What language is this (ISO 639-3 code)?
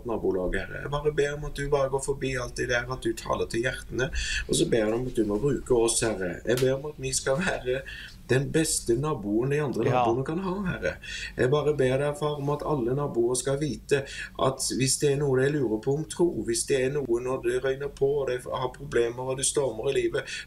nor